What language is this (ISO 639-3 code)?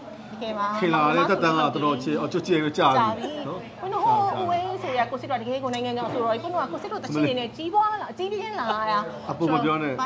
mya